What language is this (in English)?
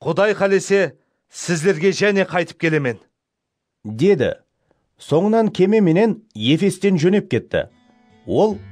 Kara-Kalpak